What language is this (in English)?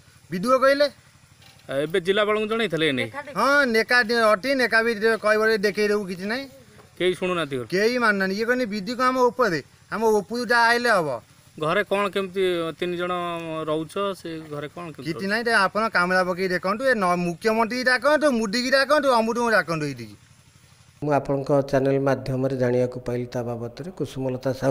Odia